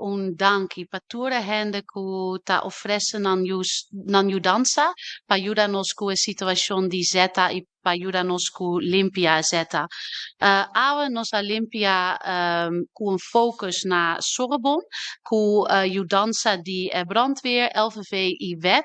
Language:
Papiamento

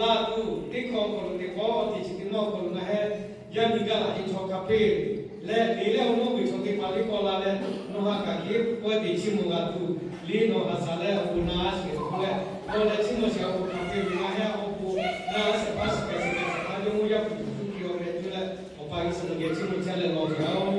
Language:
Lahu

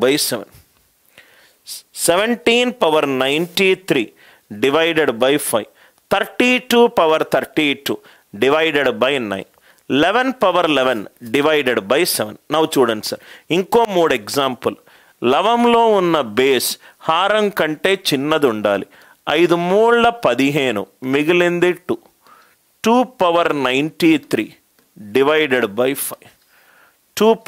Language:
Telugu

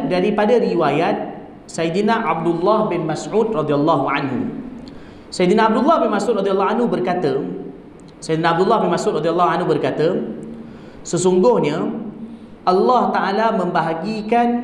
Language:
Malay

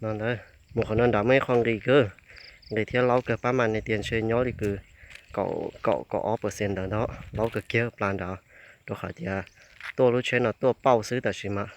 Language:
Hmong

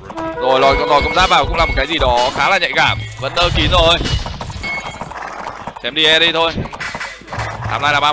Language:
Vietnamese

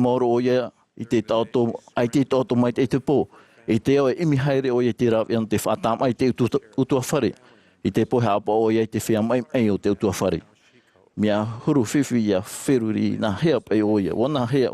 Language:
Tahitian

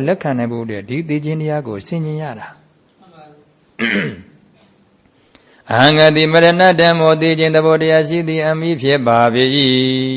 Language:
Burmese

